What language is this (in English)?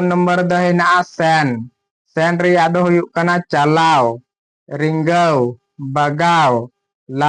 Santali